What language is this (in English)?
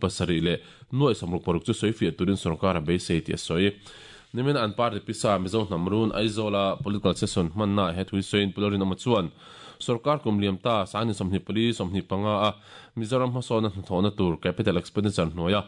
Mizo